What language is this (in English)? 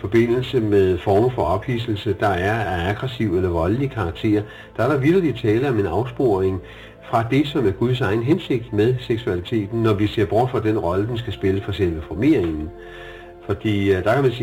Danish